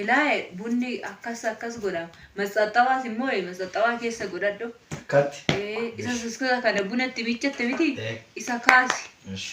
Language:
Oromo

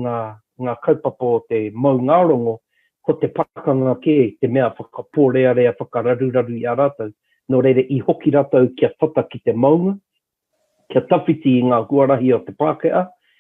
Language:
Māori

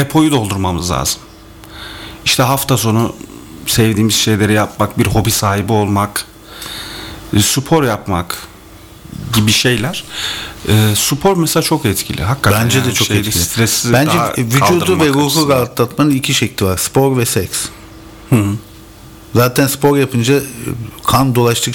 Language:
Turkish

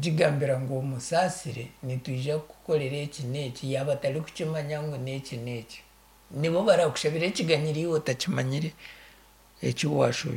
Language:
Nyankole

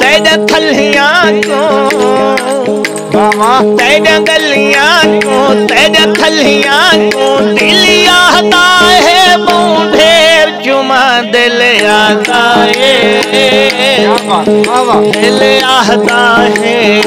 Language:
Saraiki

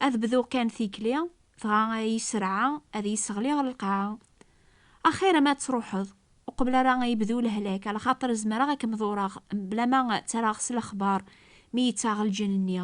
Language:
Kabyle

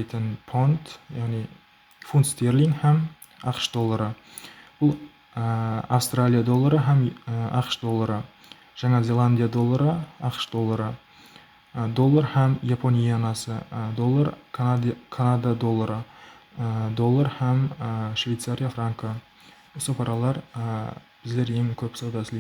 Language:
Kara-Kalpak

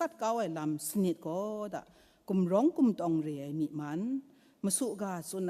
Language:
Kachin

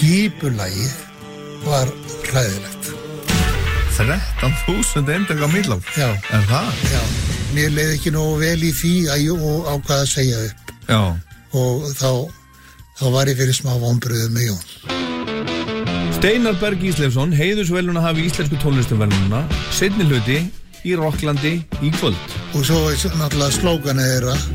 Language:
Icelandic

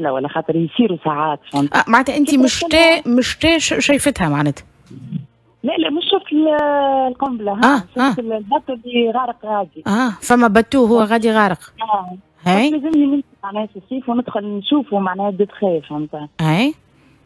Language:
Tunisian Arabic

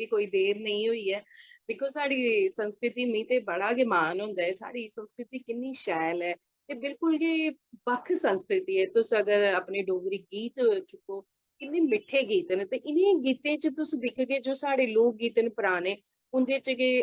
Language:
Dogri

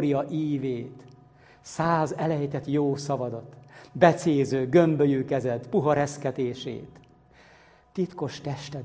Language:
Hungarian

